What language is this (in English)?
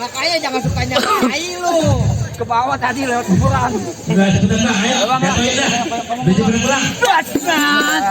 Betawi